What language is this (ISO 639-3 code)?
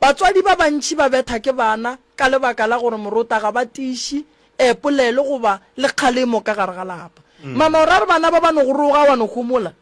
nso